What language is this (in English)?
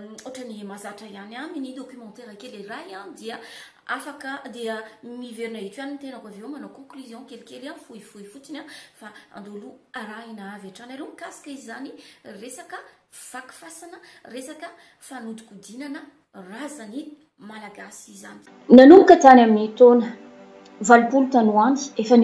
Malagasy